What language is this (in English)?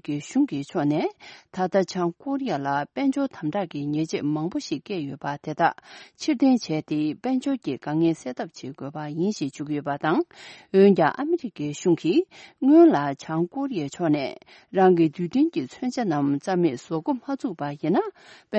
Tibetan